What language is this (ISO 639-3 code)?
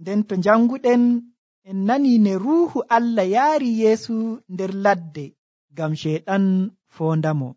fuv